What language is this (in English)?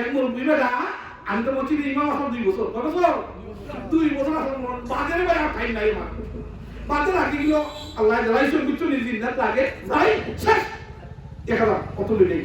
Sylheti